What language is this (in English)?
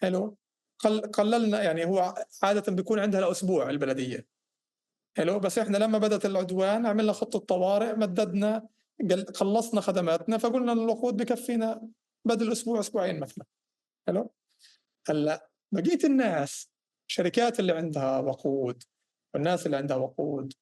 North Levantine Arabic